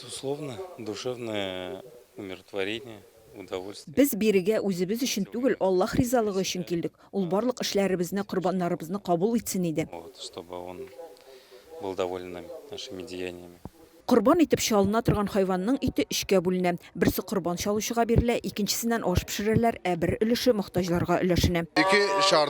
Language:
Tatar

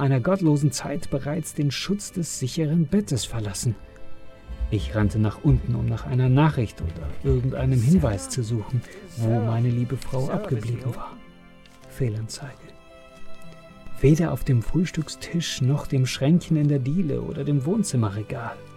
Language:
German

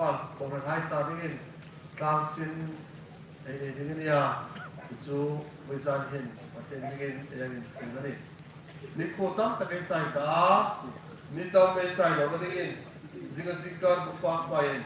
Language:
Hmar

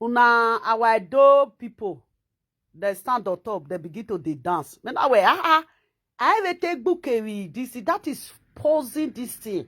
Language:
Nigerian Pidgin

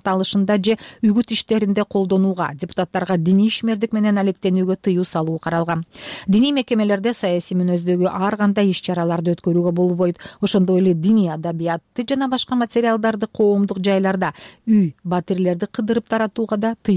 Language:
Kyrgyz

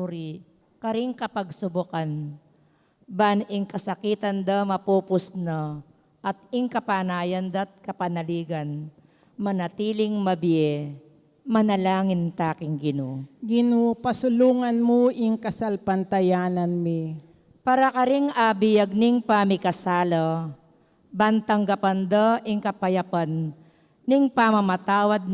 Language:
Pampanga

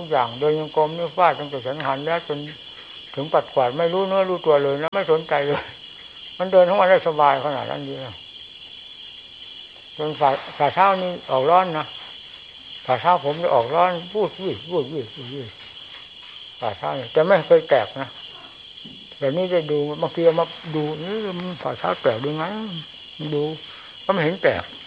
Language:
Thai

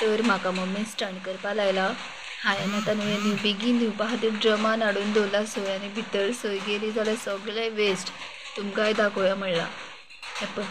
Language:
Konkani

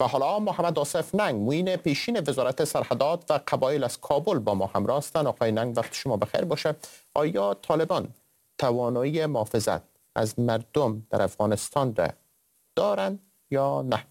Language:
Persian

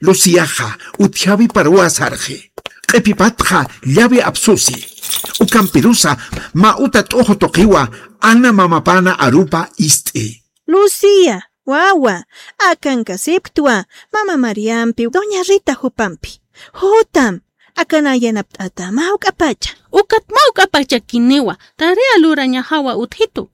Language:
Aymara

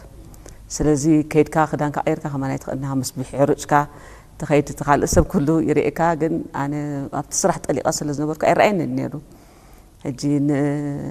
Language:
Tigrinya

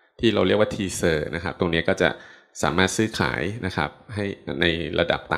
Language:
Thai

